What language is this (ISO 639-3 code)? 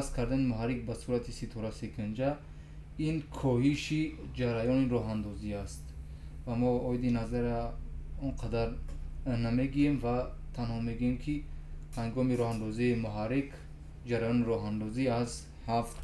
tgk